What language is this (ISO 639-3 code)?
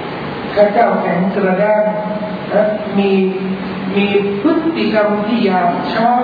tha